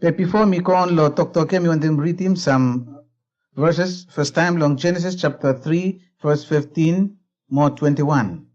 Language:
Bislama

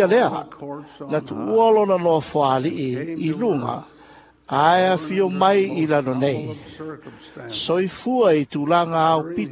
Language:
Samoan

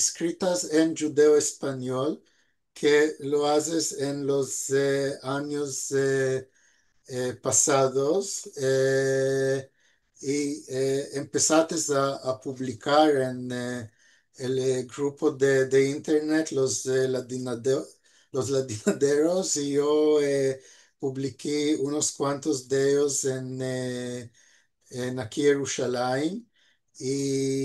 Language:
Ladino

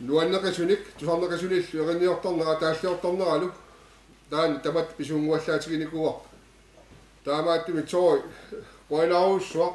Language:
Kalaallisut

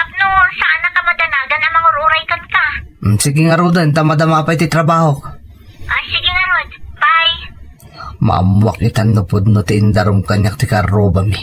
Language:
Iloko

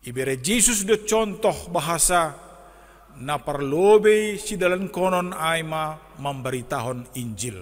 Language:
Batak Simalungun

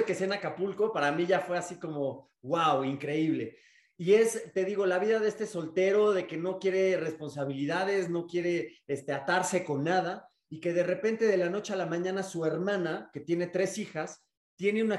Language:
Spanish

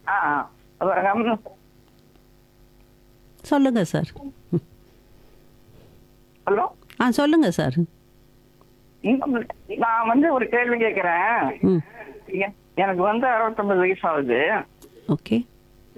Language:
Tamil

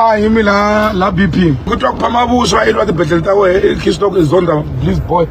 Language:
Tsonga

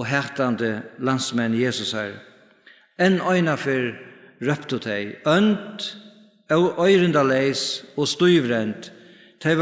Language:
Faroese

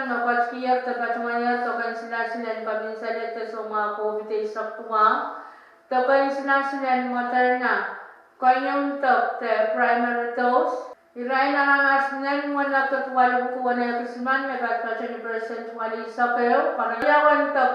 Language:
Pohnpeian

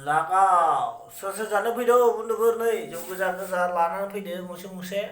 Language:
Bodo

